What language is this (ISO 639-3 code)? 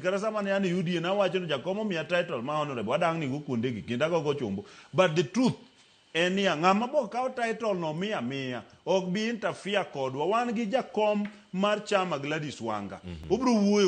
luo